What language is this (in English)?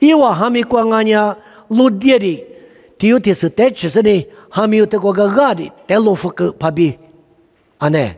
Lisu